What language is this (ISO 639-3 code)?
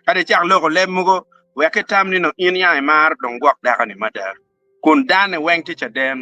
ach